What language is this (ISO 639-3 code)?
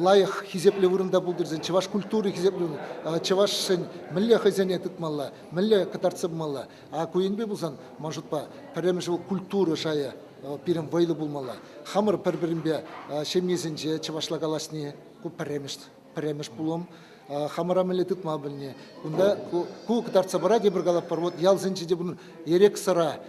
chv